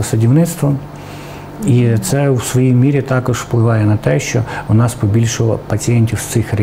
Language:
Ukrainian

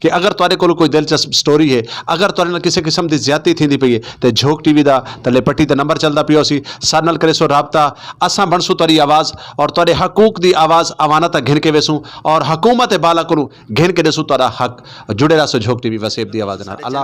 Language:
Saraiki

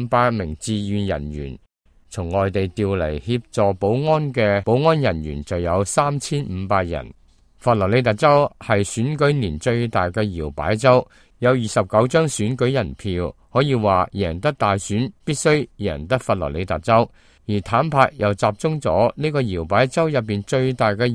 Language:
Cantonese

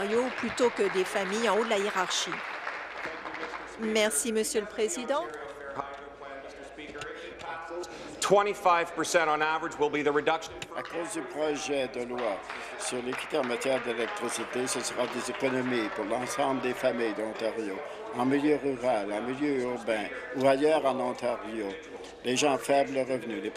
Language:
French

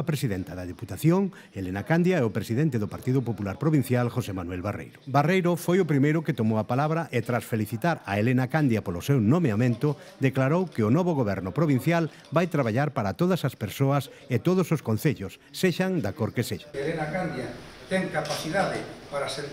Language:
Galician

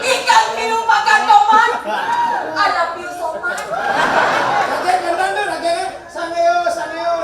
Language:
Balinese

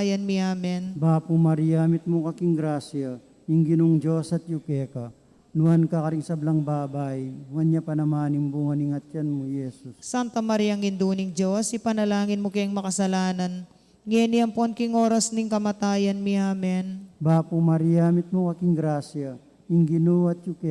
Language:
Pampanga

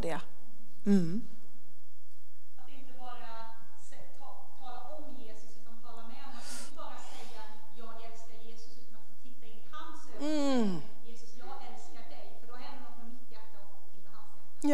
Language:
Swedish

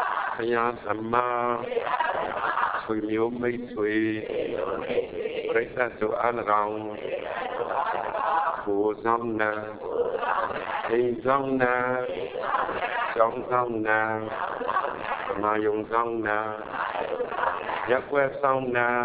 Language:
Burmese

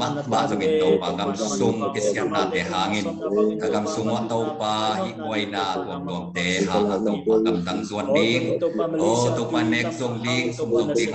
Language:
Tedim Chin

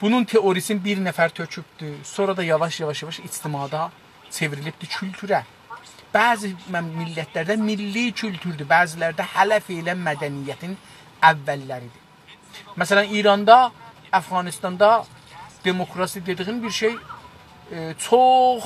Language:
South Azerbaijani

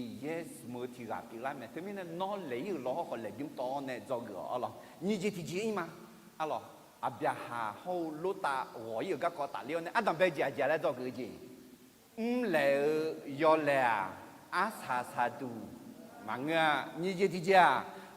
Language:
Akha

